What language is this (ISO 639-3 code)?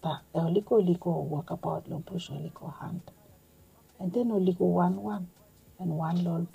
bis